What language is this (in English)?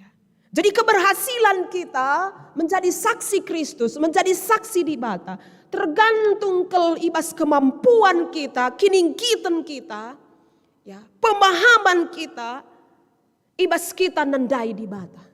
Batak Karo